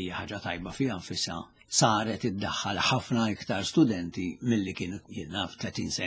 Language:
Maltese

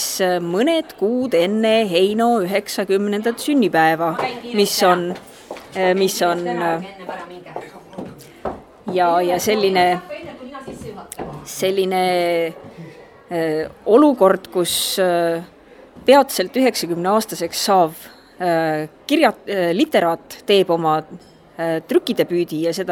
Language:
Estonian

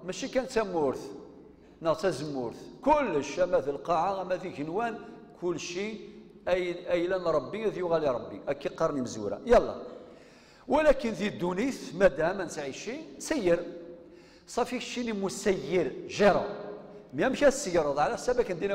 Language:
Kabyle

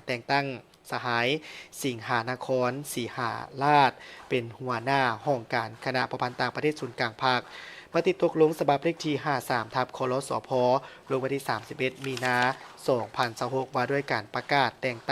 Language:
Lao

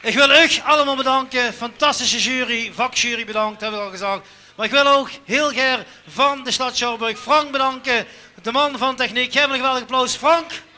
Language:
Limburgish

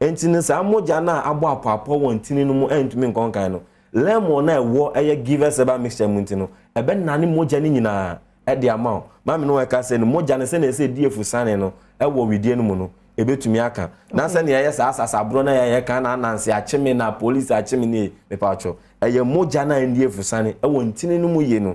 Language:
Akan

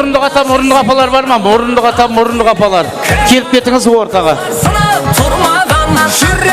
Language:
Kara-Kalpak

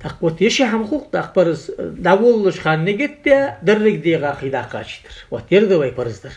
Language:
Ingush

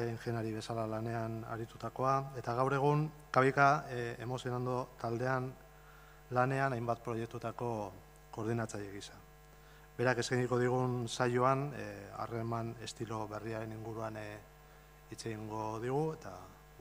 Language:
Basque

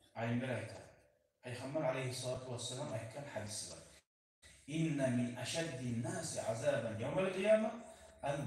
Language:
Kumyk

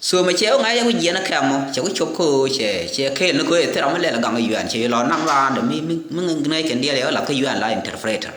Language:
Nuer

